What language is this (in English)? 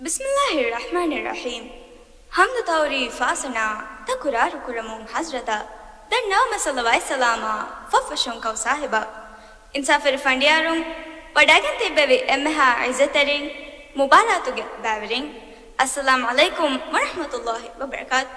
Divehi